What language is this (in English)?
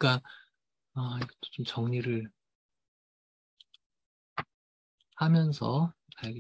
Korean